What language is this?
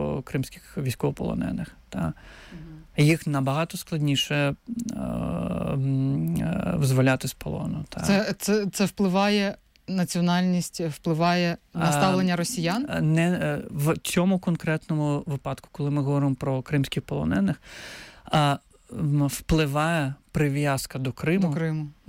Ukrainian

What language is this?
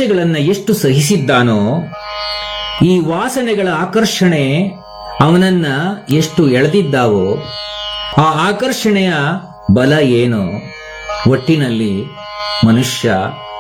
Kannada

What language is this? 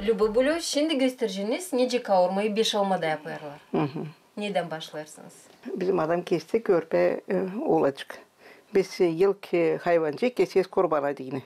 Gagauz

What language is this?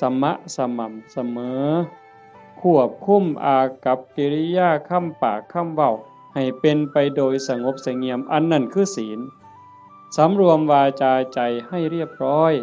Northeastern Thai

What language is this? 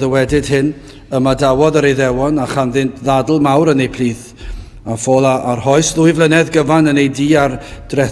Welsh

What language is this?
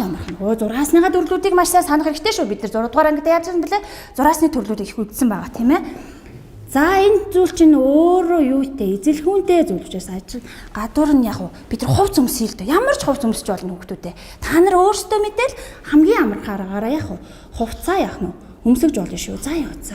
Mongolian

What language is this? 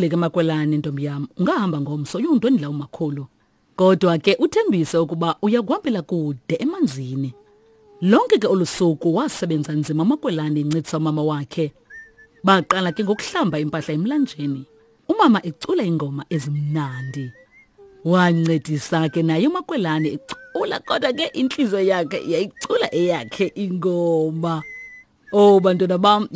Xhosa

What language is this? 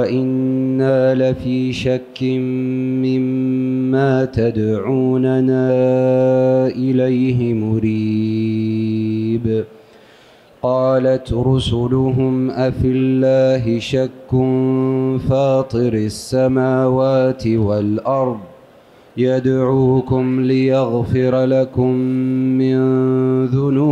Arabic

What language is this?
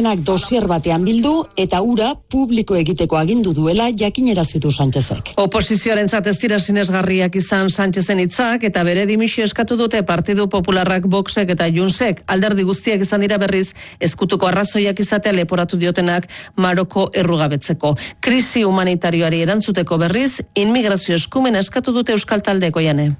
Basque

